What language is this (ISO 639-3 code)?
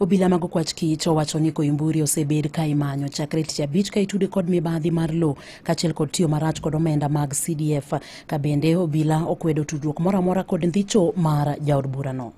luo